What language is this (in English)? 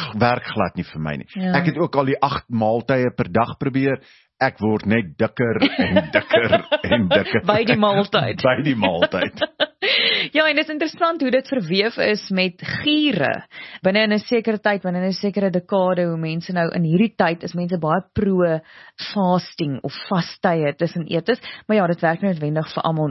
Afrikaans